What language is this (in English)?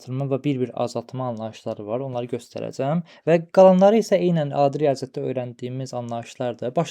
Azerbaijani